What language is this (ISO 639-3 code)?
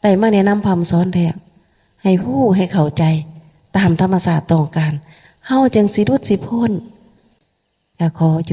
lao